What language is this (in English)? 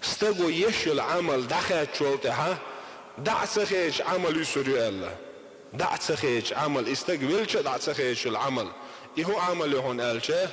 Chechen